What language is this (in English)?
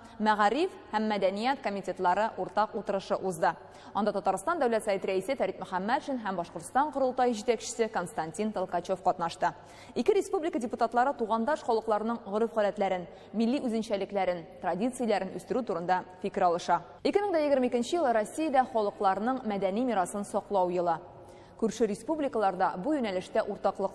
Tatar